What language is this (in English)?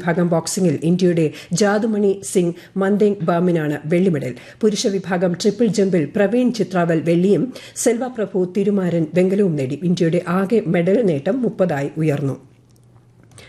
Malayalam